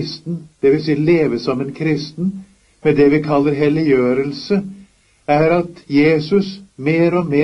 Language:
Norwegian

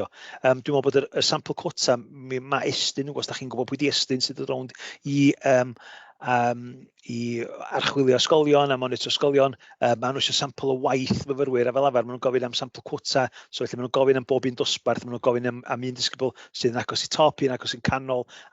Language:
Welsh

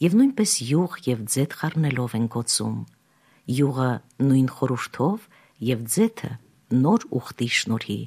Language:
Armenian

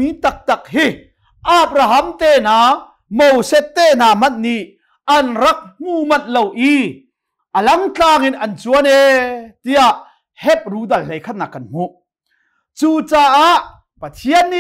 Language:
Hakha Chin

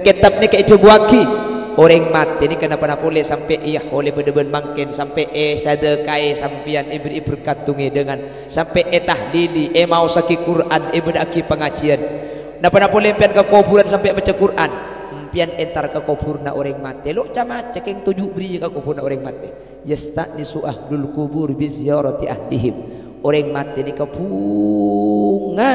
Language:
Madurese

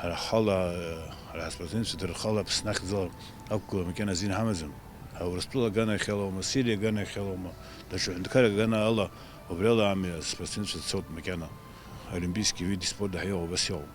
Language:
Abkhazian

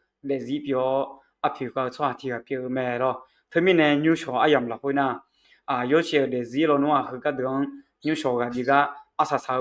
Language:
Akha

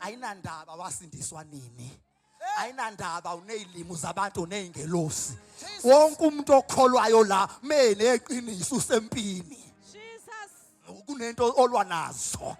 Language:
Zulu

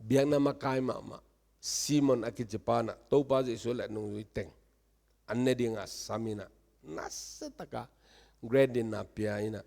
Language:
Tedim Chin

